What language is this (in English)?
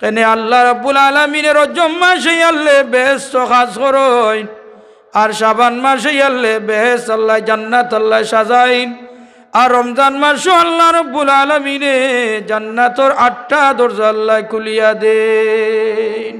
Sylheti